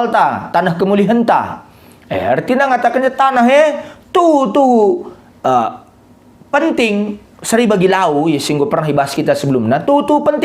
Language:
Batak Karo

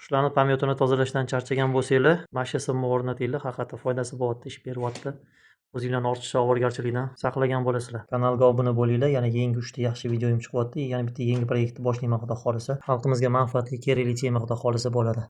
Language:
Uzbek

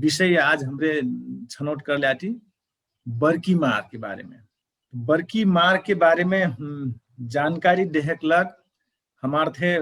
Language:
Dangaura Tharu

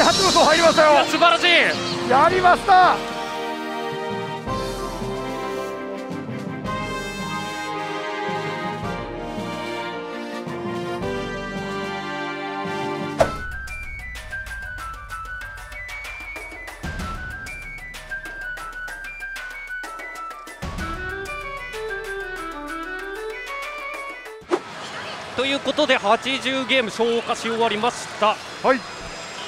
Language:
Japanese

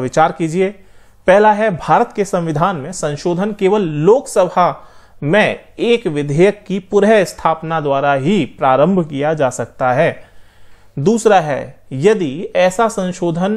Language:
Hindi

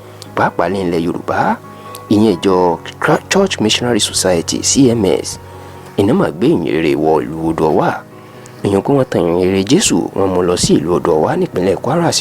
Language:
Yoruba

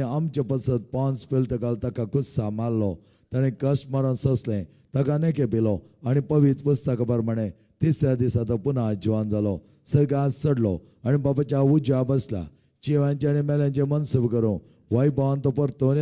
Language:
Konkani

